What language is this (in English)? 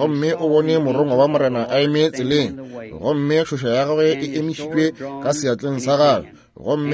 Northern Sotho